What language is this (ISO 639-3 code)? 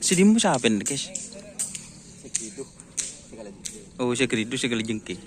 mad